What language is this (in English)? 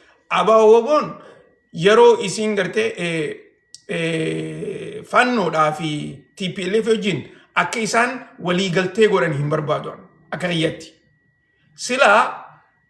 Oromo